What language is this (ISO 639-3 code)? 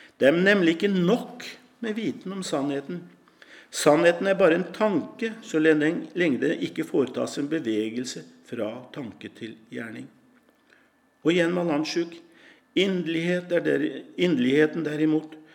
nor